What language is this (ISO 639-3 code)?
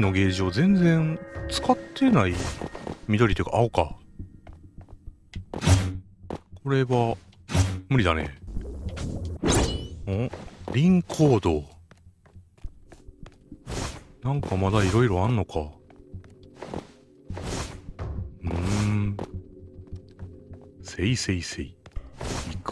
jpn